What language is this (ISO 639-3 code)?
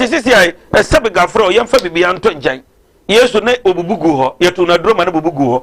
aka